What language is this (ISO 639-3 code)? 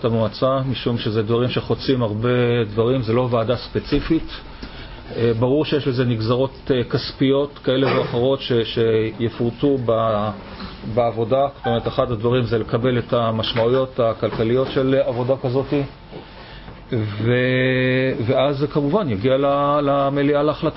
heb